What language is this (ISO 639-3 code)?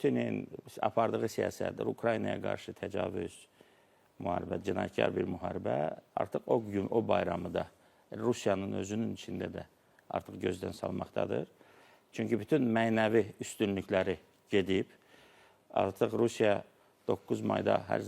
aze